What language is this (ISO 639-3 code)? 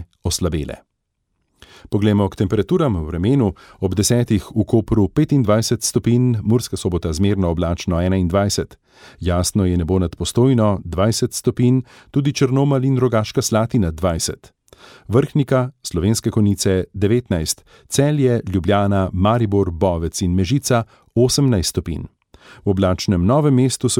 slv